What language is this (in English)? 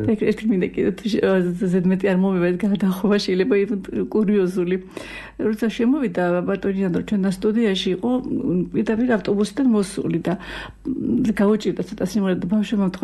Georgian